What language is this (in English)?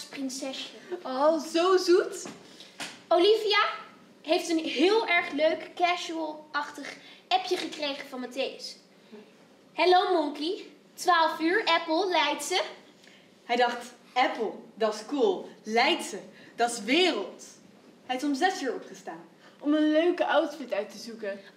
Dutch